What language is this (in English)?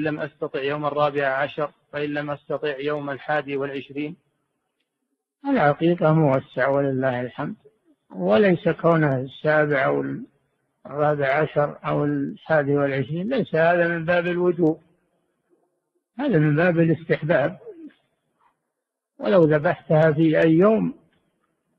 Arabic